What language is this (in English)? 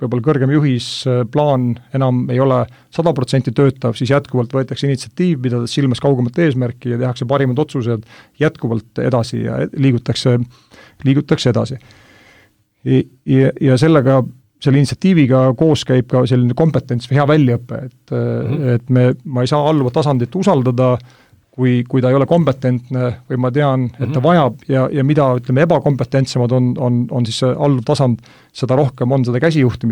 Estonian